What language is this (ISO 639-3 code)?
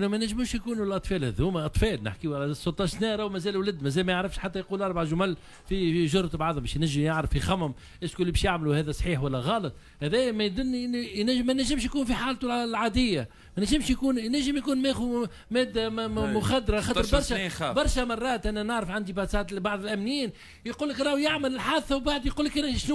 aeb